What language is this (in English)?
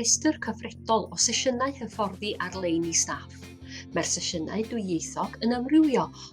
Welsh